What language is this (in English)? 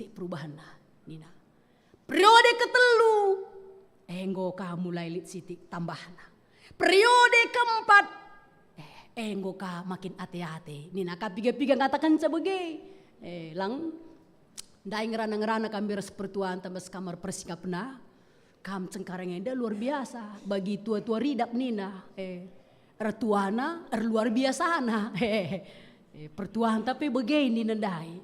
Batak Karo